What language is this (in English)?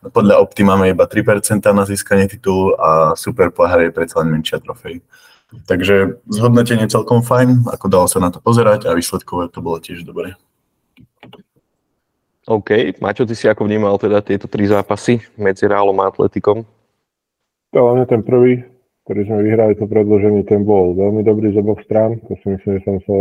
Slovak